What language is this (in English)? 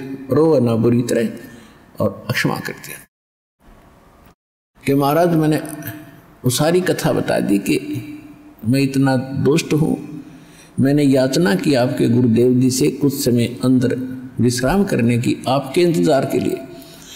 Hindi